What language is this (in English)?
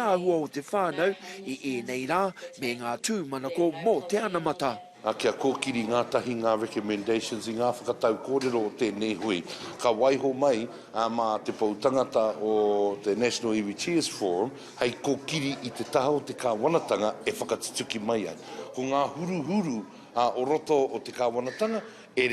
Māori